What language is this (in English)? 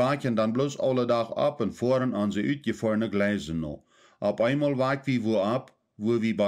Plautdietsch